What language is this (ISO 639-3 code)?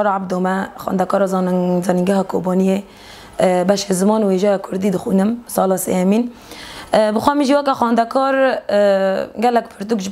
kur